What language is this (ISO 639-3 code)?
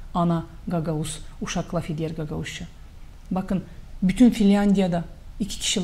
gag